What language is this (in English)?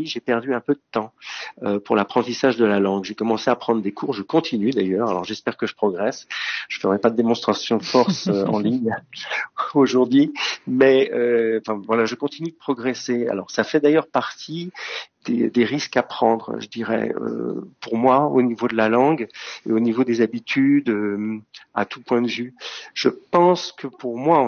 French